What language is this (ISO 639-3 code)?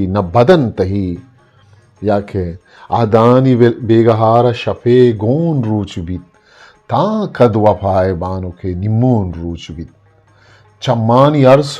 bgp